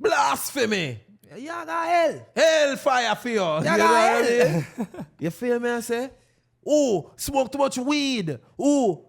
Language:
Jamaican Creole English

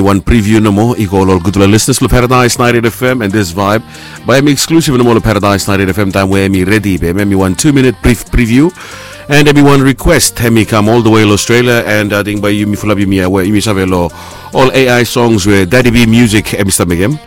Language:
Bislama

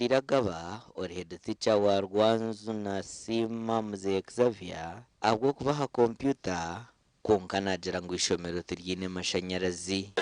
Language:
Nyankole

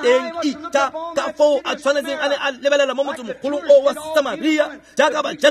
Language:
Tswana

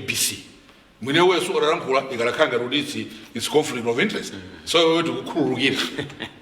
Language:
Nyanja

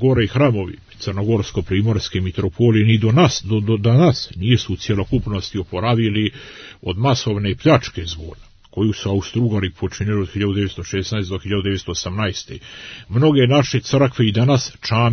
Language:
Serbian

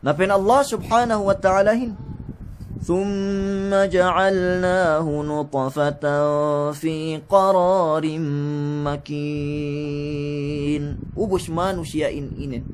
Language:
Yakan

